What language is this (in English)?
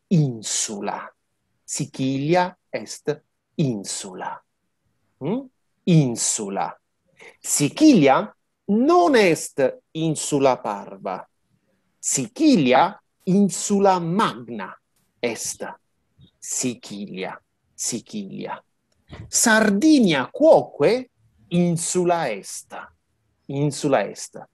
Latin